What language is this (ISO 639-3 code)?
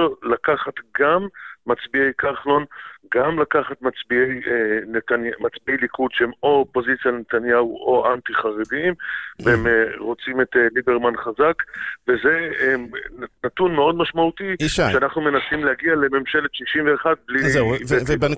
heb